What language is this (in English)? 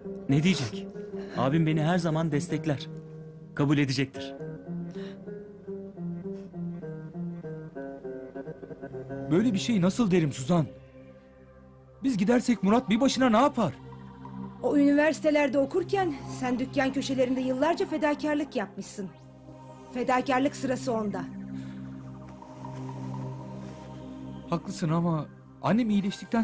Turkish